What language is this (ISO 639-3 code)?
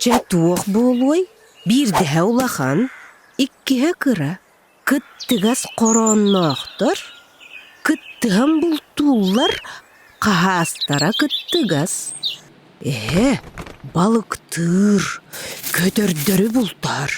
sah